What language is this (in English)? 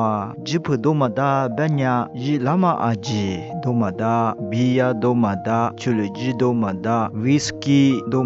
Lisu